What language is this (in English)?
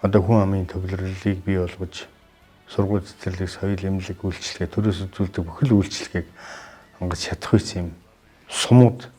Mongolian